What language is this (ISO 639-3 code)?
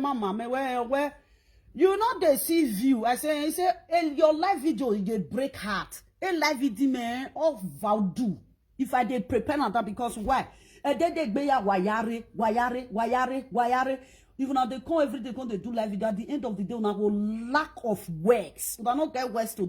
pcm